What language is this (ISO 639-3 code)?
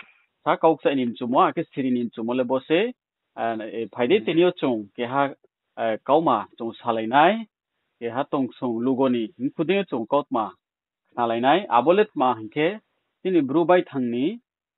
ria